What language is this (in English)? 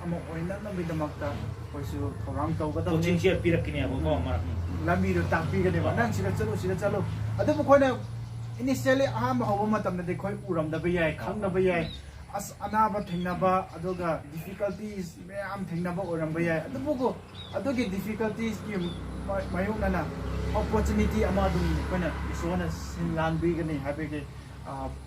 Manipuri